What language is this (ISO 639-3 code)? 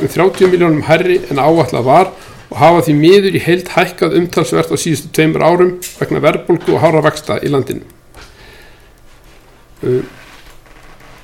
isl